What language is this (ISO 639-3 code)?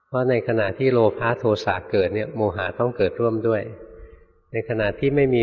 tha